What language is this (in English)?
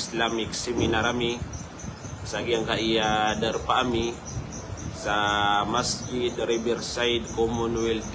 Maranao